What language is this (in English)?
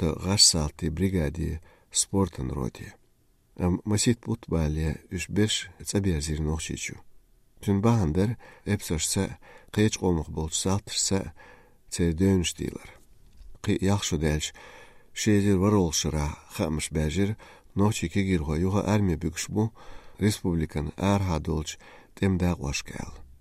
Chechen